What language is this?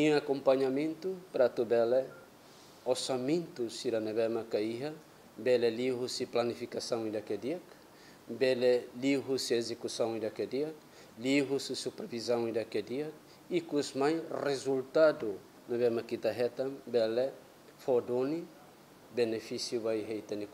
Tetum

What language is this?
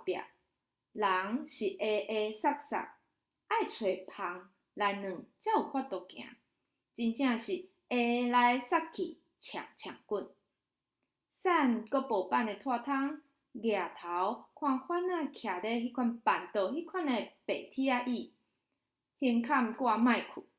Min Nan Chinese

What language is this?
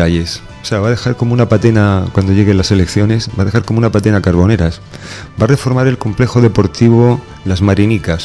Spanish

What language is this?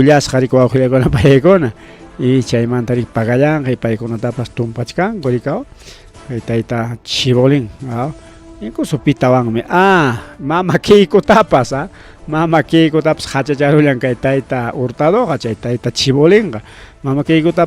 Ayacucho Quechua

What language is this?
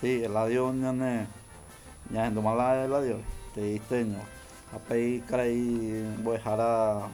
Guarani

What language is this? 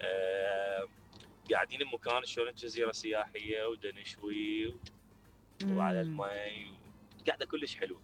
Mesopotamian Arabic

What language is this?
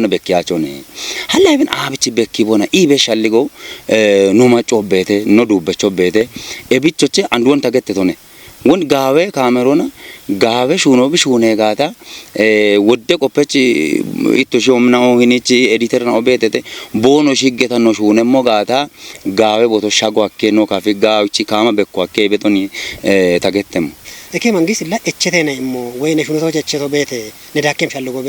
Kafa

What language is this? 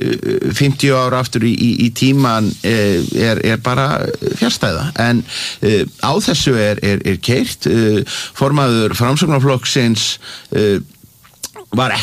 Icelandic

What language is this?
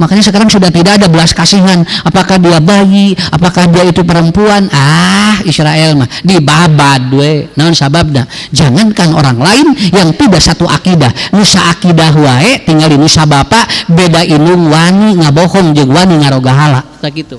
Sundanese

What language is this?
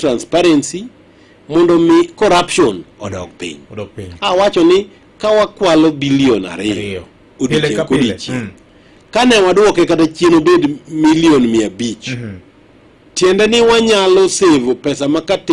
Luo (Kenya and Tanzania)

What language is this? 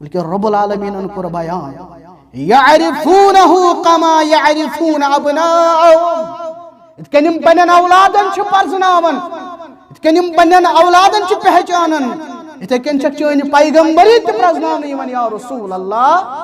Kashmiri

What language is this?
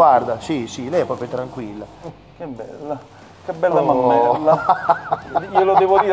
Italian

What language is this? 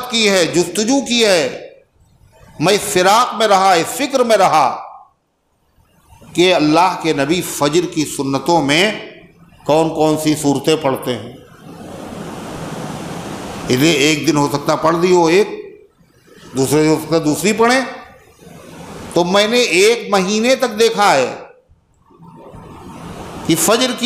Urdu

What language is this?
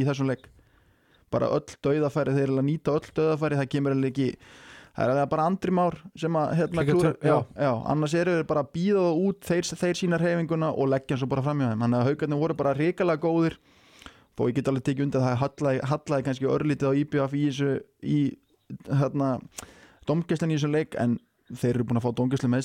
Icelandic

